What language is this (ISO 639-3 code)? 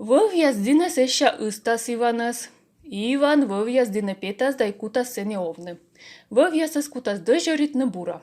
kom